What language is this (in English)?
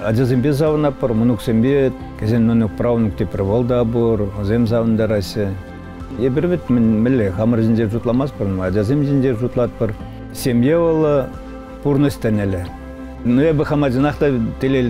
Chuvash